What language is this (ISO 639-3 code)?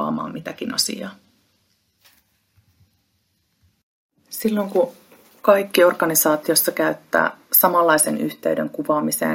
fin